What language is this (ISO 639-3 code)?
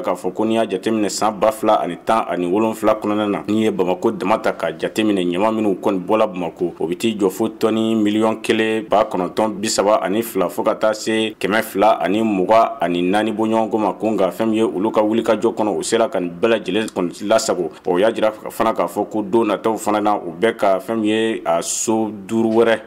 bam